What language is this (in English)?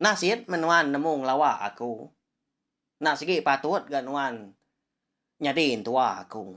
Iban